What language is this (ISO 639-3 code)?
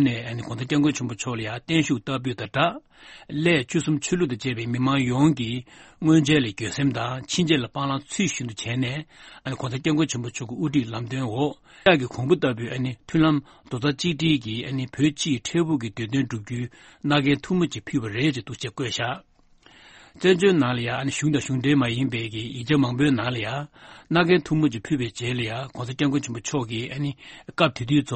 bod